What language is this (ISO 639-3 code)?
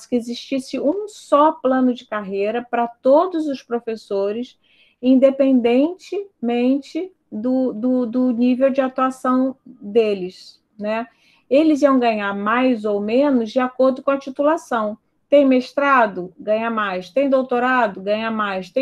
por